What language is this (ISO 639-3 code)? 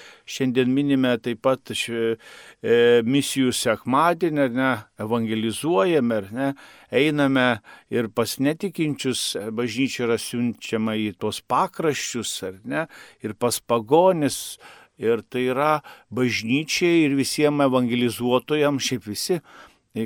lit